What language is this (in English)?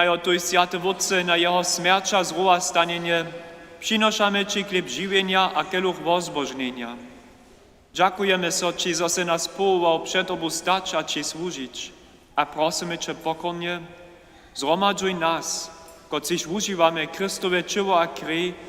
Upper Sorbian